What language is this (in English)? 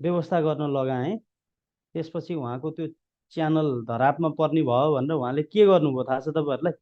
Nepali